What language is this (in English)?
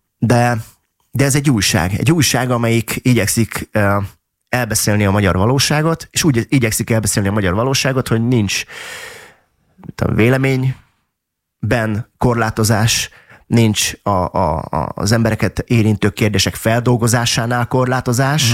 Hungarian